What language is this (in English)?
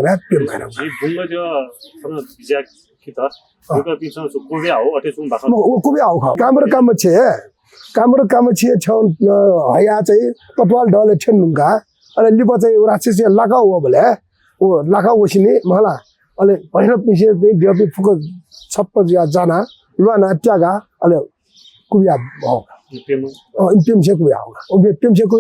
Newari